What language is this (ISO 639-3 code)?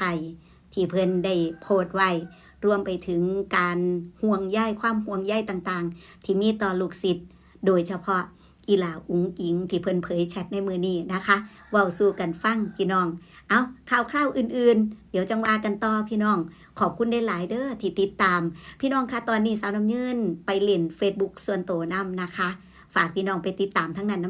tts